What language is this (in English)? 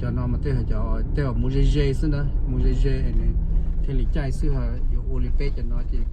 Hmong